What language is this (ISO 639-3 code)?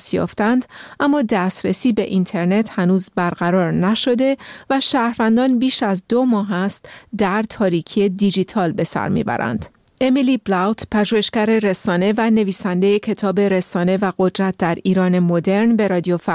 fas